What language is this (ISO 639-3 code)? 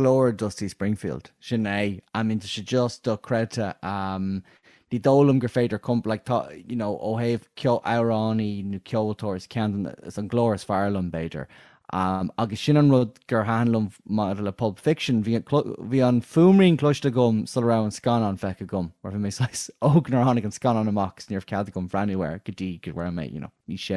gle